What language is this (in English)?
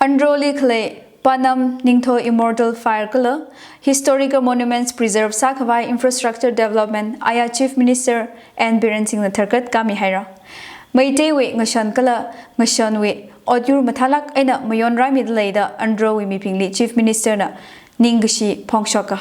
Tangkhul Naga (India)